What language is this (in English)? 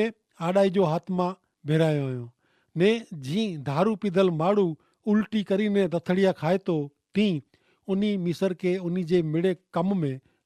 Kachhi